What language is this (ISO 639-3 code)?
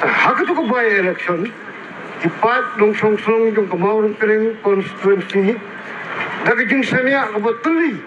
kha